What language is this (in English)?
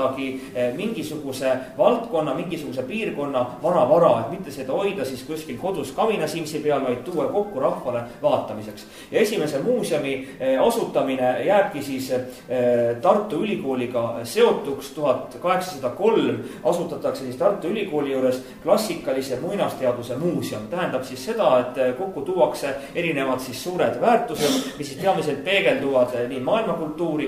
Estonian